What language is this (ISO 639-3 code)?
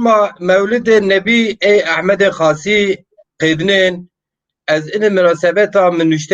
zza